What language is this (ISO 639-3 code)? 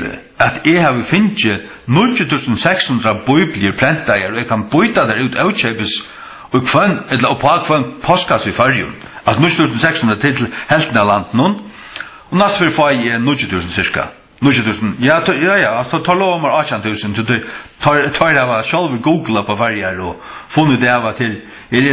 fao